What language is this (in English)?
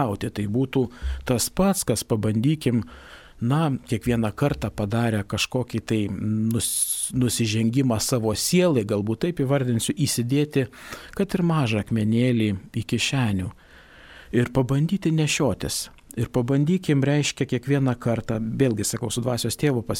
Lithuanian